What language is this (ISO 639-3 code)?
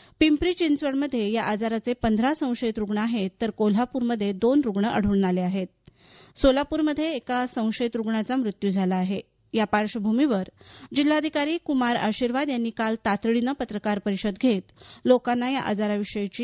mar